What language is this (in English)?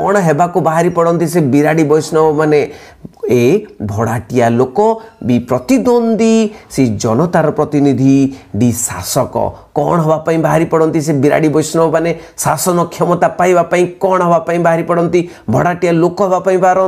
Odia